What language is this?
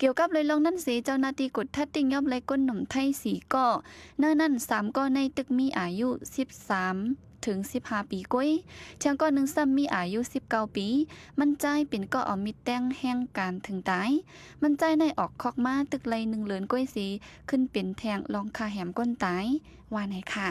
Shan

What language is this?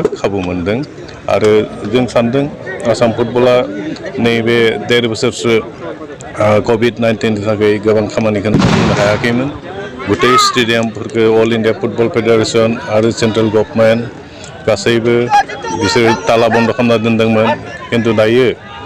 Bodo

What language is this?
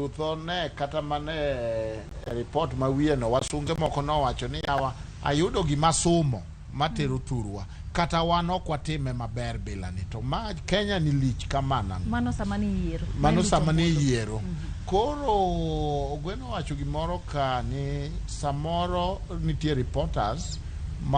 Luo (Kenya and Tanzania)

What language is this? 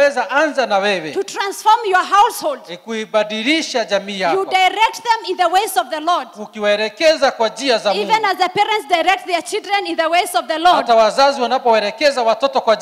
Swahili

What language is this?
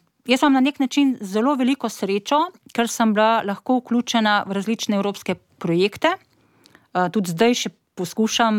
Slovenian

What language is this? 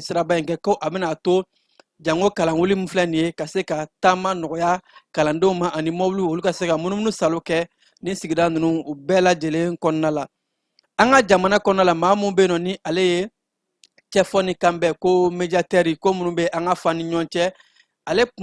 Bambara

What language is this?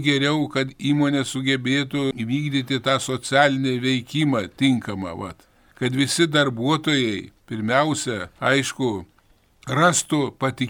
Lithuanian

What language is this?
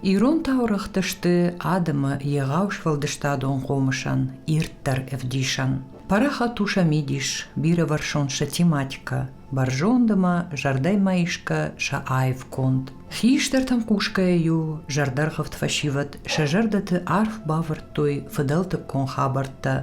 Ossetic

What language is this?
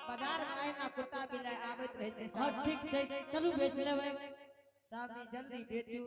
Angika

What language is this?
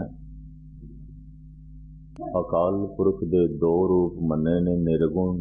Punjabi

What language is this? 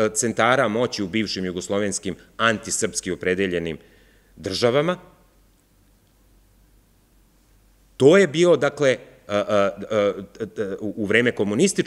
Serbian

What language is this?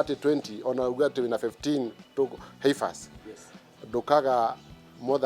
Kikuyu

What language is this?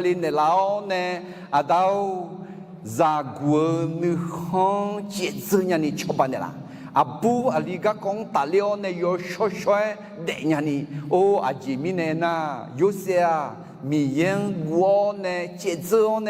Akha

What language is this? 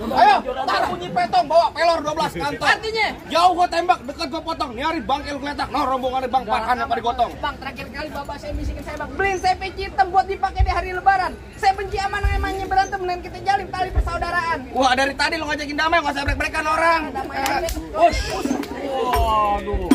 Betawi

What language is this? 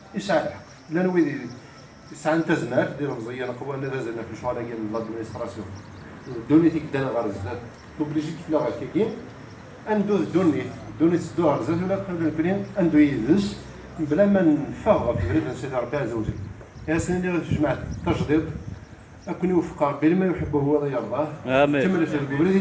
Kabyle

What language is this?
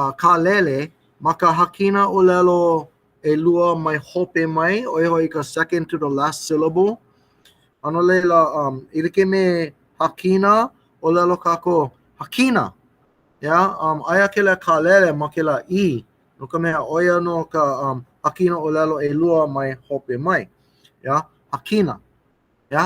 Hawaiian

